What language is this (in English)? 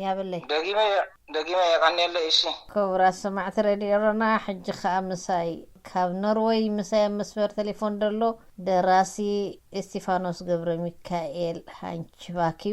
Tigrinya